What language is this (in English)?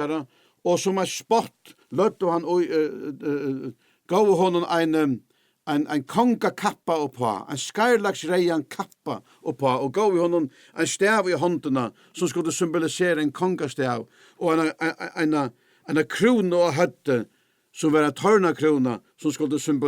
Faroese